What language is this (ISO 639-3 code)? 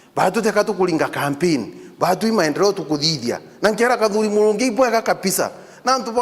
mer